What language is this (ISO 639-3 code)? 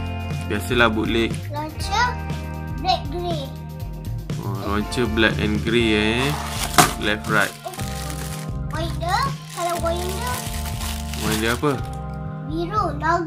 msa